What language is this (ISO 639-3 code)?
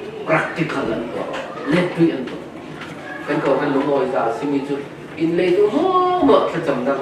cfm